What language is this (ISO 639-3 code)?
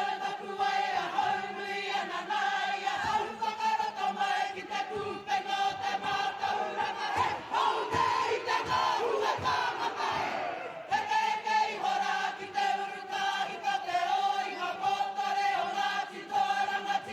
mri